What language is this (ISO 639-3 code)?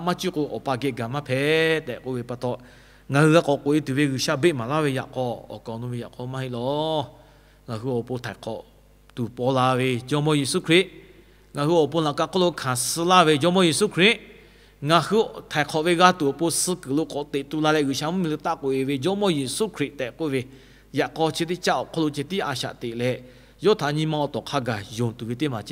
lhu